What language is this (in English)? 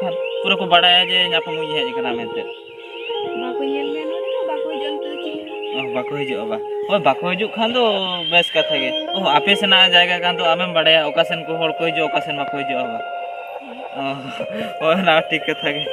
Santali